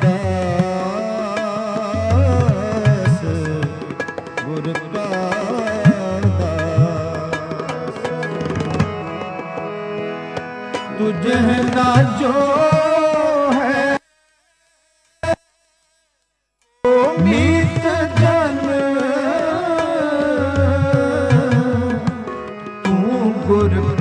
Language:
Punjabi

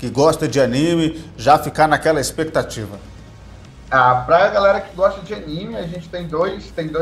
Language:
Portuguese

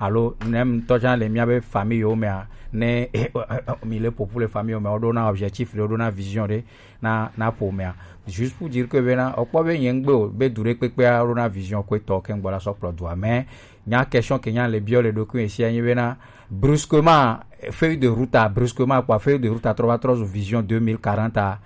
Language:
Gen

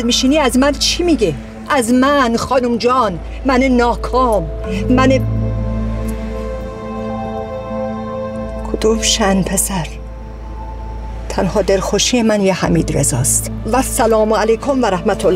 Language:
Persian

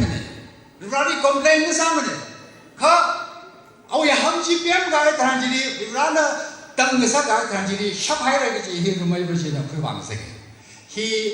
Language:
Tangkhul Naga (India)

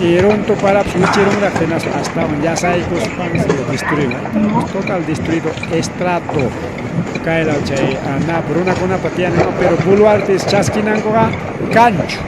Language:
Ayacucho Quechua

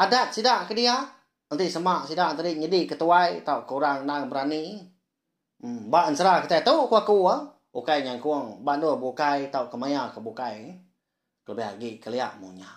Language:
Iban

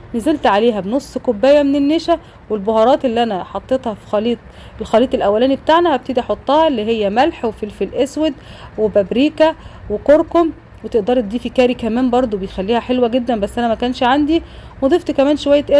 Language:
Egyptian Arabic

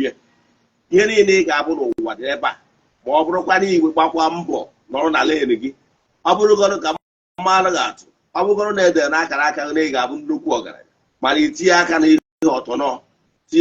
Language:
Igbo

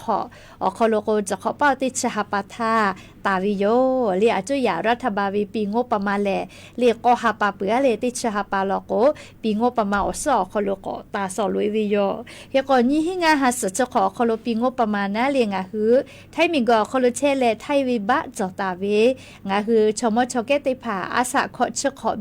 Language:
Lahu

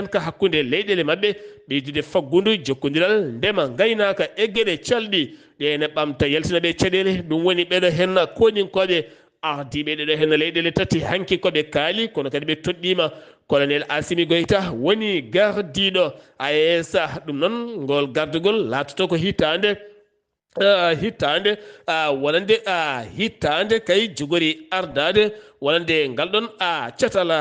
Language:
Fula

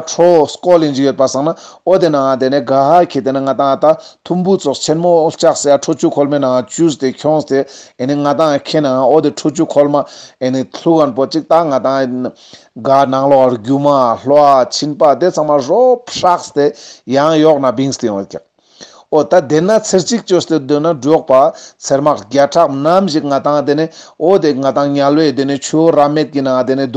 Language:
Ladakhi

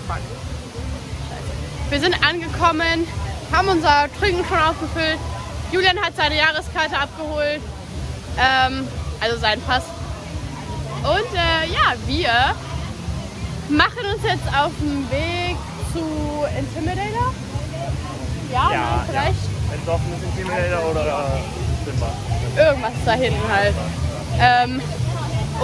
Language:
German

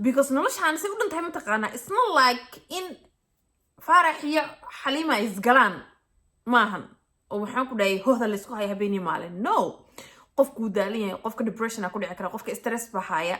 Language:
Somali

